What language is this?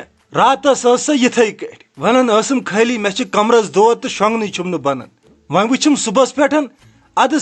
Kashmiri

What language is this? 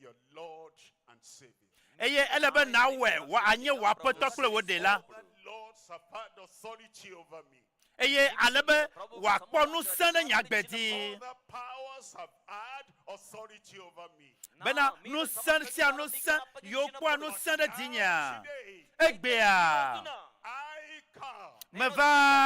Ewe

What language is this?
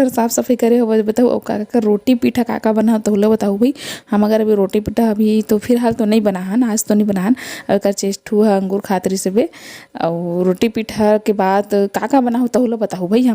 Chhattisgarhi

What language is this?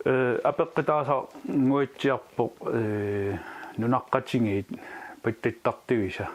Kalaallisut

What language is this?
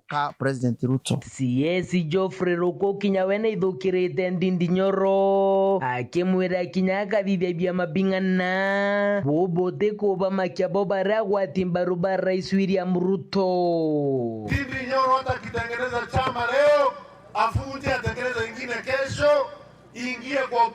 Meru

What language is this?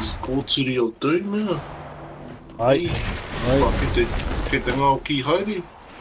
Māori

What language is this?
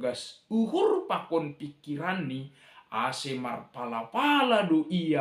Batak Simalungun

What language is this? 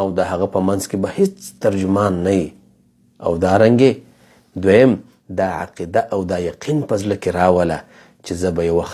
Pashto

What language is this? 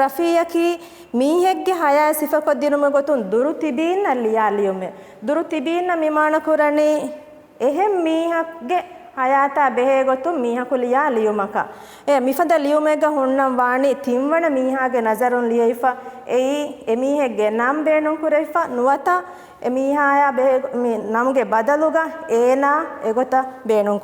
Divehi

